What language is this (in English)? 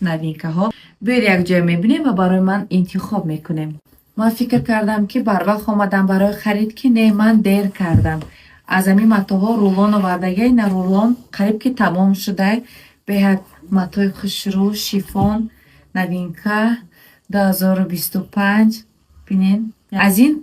Tajik